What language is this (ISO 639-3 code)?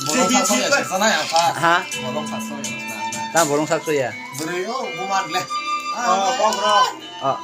trp